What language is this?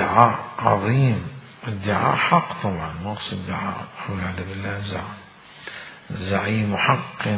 Mesopotamian Arabic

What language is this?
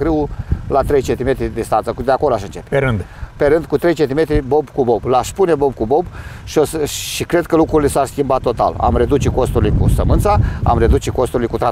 Romanian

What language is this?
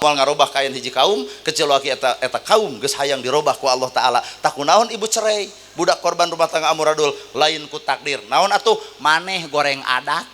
Sundanese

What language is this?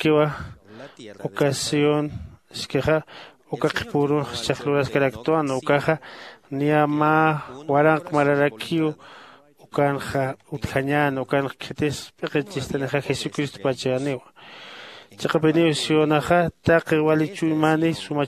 Aymara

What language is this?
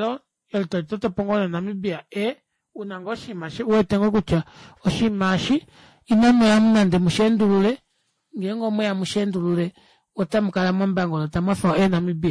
Kuanyama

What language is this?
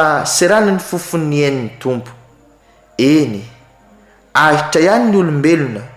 Malagasy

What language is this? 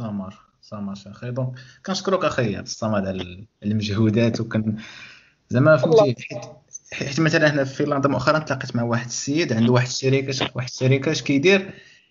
Moroccan Arabic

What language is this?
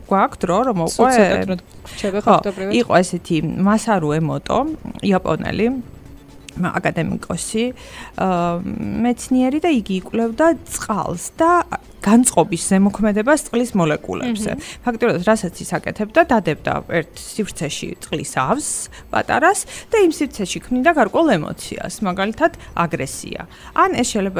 Georgian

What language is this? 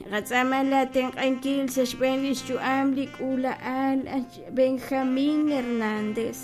Kekchí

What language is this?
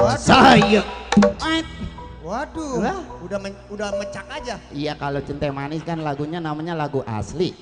Betawi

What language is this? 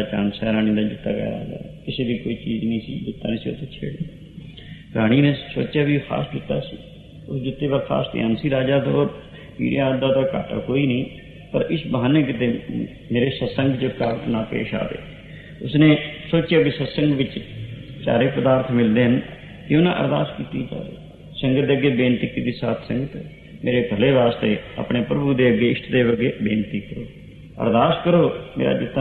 Punjabi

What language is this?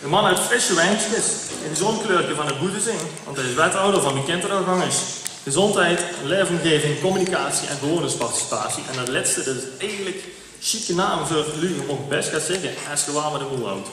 Limburgish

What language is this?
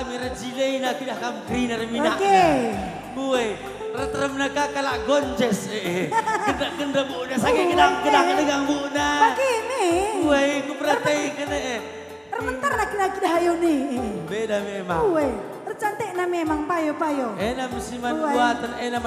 Batak Karo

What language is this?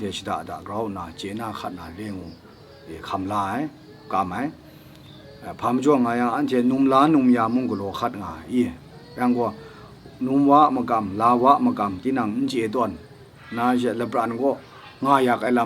Kachin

